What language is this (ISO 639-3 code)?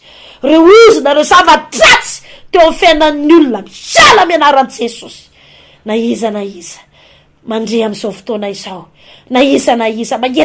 mlg